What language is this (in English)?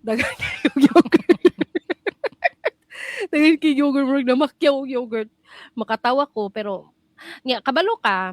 Cebuano